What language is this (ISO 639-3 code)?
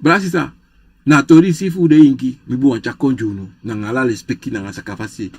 srn